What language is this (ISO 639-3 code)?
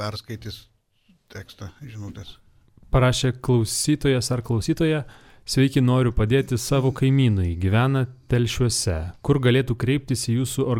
lit